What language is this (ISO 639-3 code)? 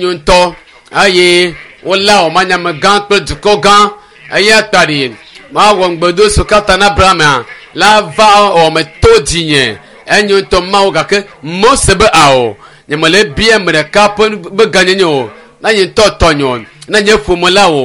ewe